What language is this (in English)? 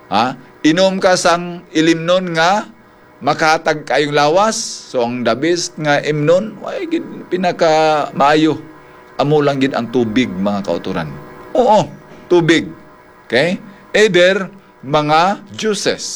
Hiligaynon